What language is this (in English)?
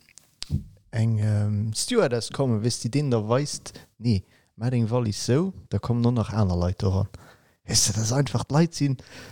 Luxembourgish